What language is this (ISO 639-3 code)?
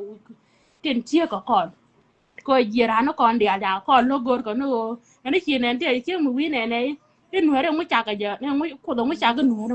nus